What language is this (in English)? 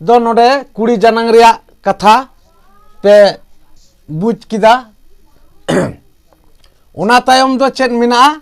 Santali